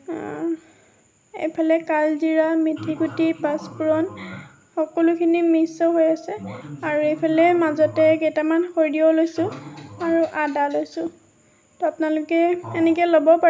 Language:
Assamese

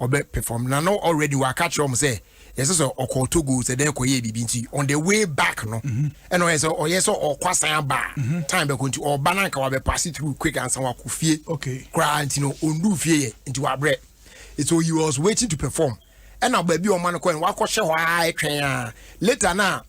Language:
Akan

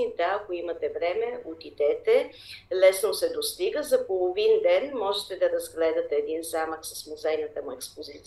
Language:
Bulgarian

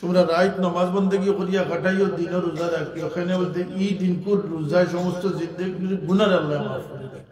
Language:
Sylheti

